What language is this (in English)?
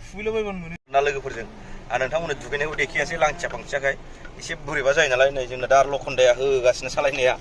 Bodo